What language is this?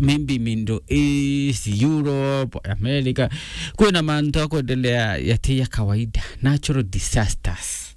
Meru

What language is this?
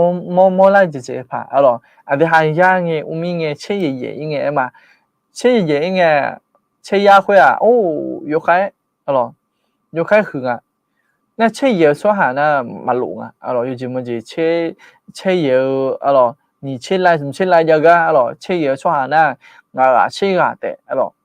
Akha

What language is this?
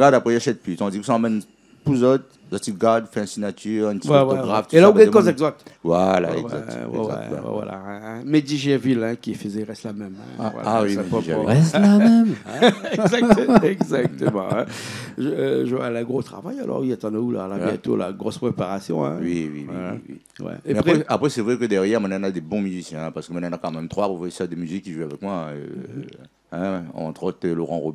Réunion Creole French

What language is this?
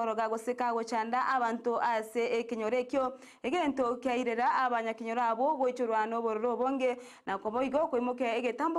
Gusii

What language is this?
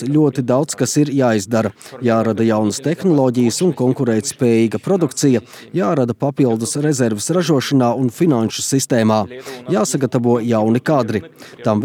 Latvian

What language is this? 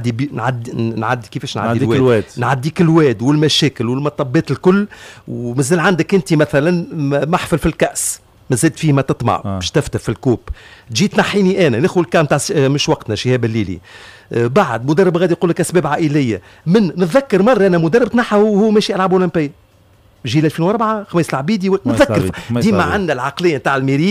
Tunisian Arabic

